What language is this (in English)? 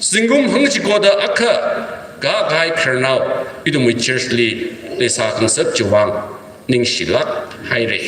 Tangkhul Naga (India)